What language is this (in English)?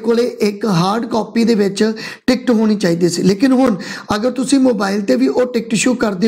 Punjabi